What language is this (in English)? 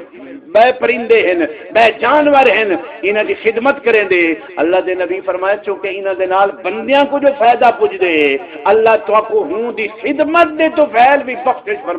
Saraiki